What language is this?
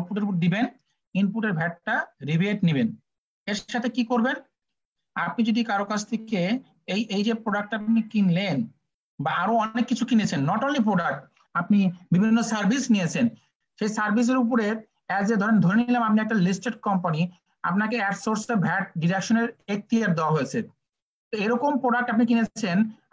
Bangla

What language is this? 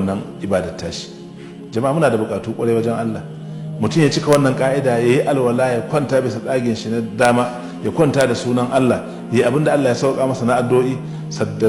Hausa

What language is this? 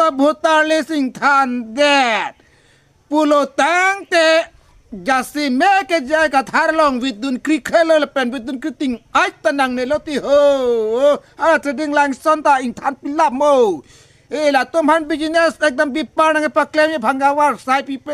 Karbi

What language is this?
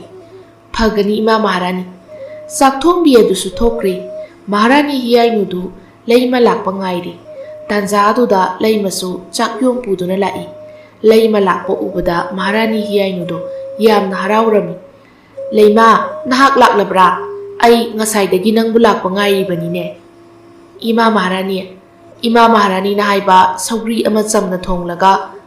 Manipuri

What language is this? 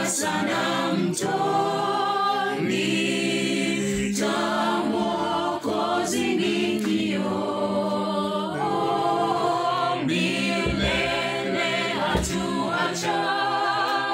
Swahili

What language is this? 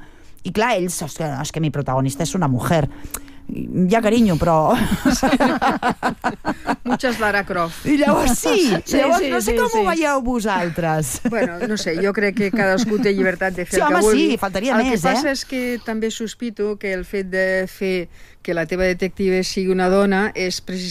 Catalan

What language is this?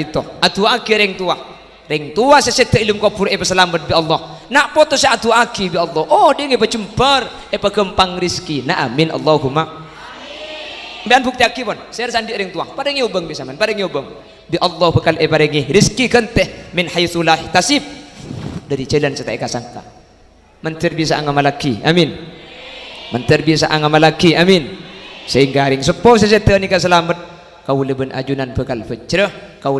Madurese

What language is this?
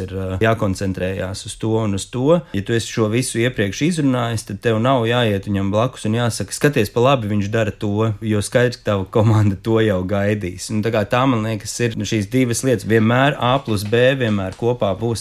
Latvian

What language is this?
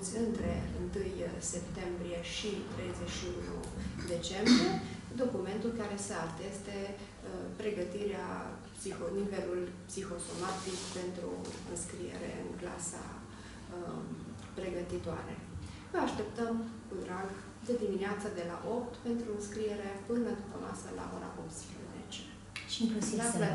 Romanian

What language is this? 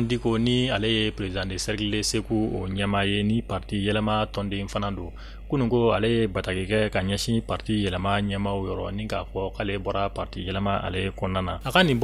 Bambara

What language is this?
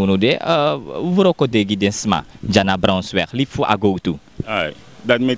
Sranan Tongo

